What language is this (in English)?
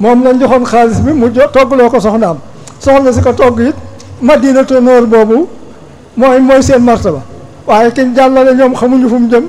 Wolof